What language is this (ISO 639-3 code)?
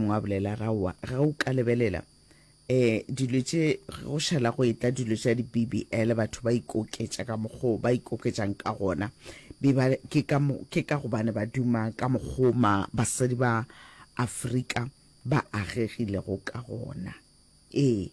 nso